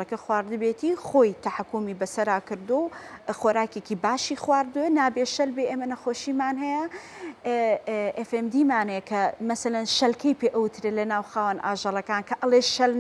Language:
Central Kurdish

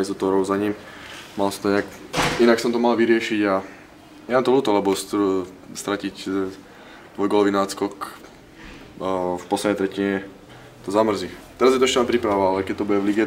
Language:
Slovak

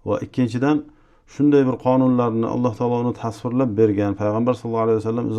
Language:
Uzbek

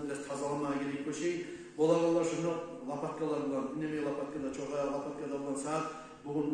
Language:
Kumyk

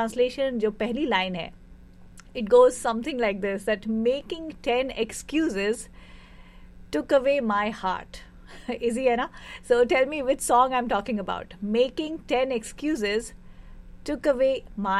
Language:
Hindi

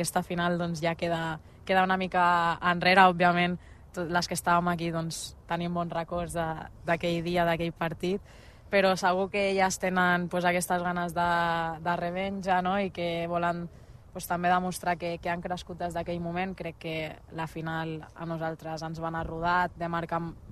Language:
Catalan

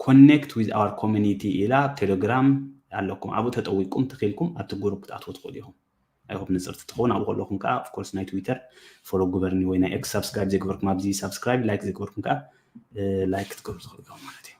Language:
Tigrinya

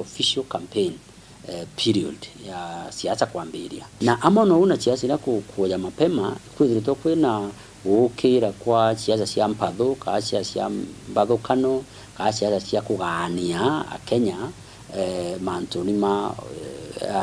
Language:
Meru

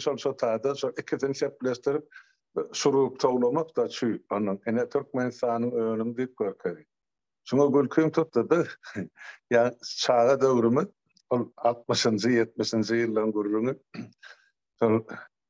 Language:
Turkmen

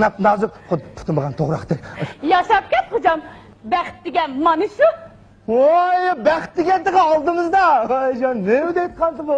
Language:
Uyghur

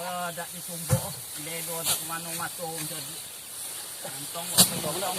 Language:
Minangkabau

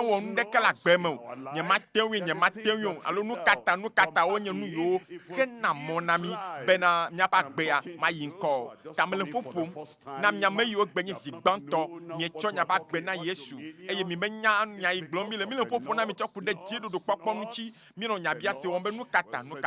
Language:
Ewe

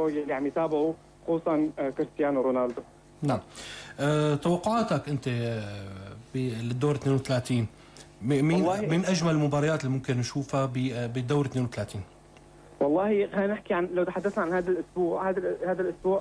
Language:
North Levantine Arabic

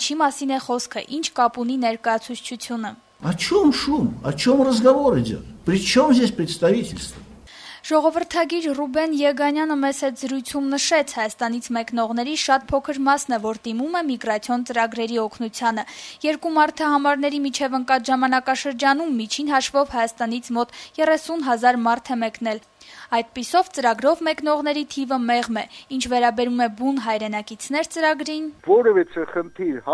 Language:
Armenian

